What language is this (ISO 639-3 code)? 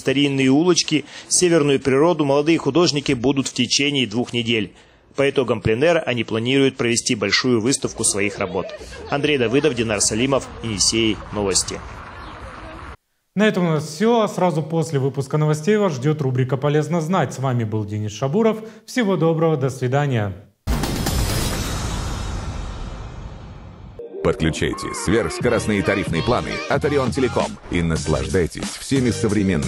rus